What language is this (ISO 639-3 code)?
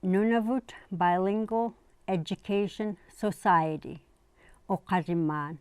iku